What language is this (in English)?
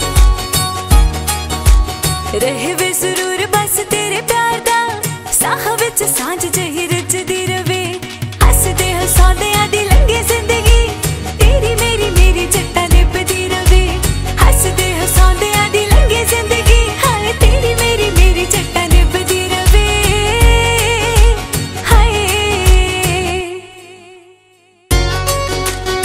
Punjabi